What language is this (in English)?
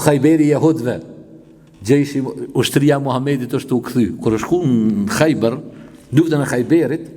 Albanian